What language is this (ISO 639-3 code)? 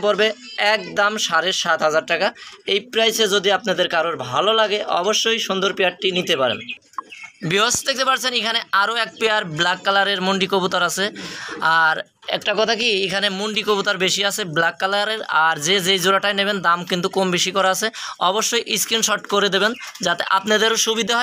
ben